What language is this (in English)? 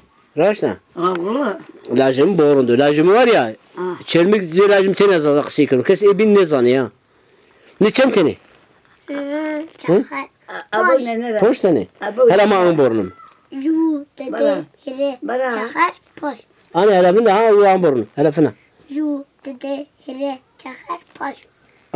Zaza